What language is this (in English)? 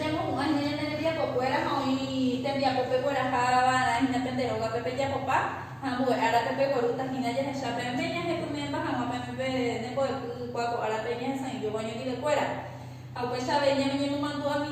Guarani